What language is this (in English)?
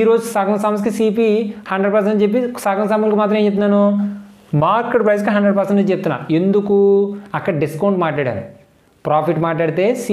Telugu